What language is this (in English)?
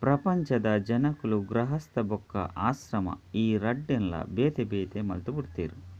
Tulu